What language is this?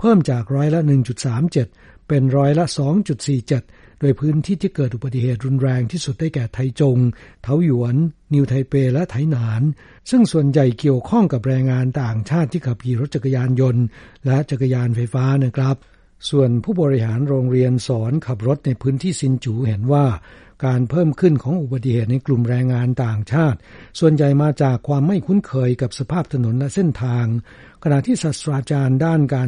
Thai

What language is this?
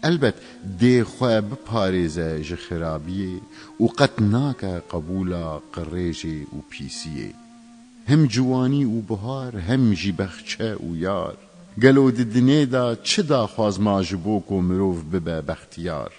Kurdish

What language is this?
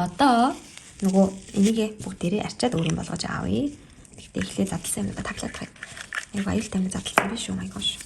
Mongolian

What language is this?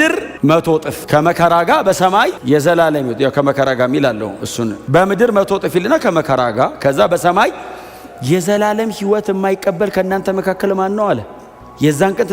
Amharic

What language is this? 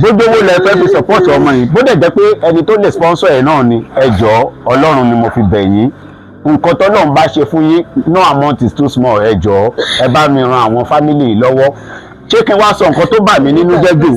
Yoruba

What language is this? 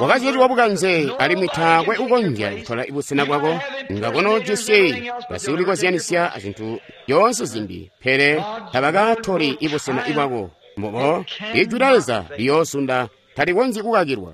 Tonga (Zambia)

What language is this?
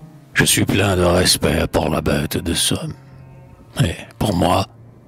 French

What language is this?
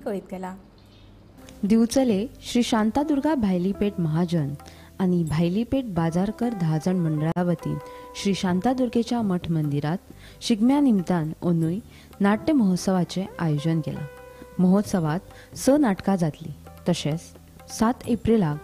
Konkani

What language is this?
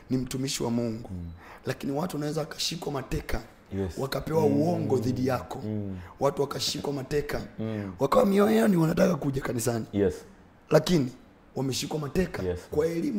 Swahili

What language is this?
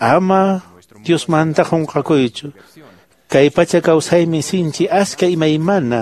Quechua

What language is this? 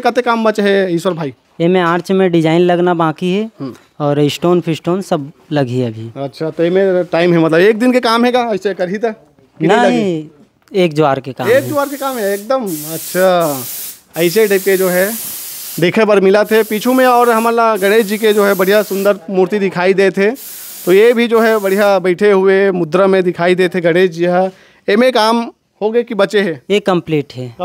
Chhattisgarhi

